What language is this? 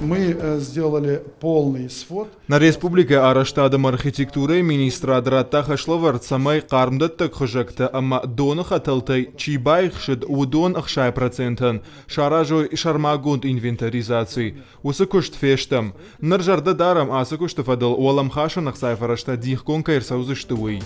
Ossetic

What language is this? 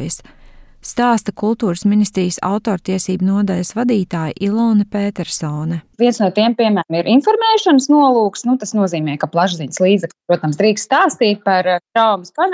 Latvian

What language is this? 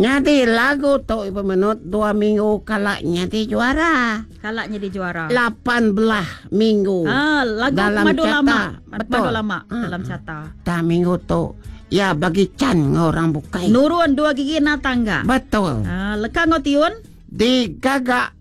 Iban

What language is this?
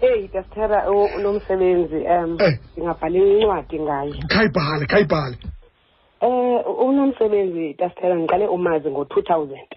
Xhosa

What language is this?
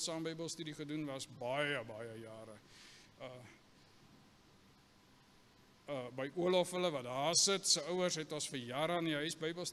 Afrikaans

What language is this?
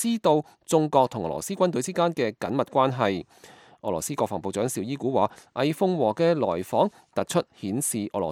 Cantonese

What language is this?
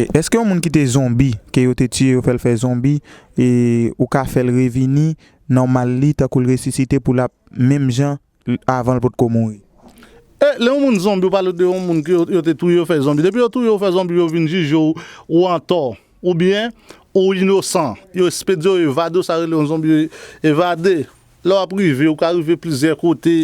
Haitian Creole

